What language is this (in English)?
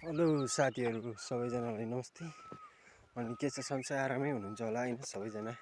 Nepali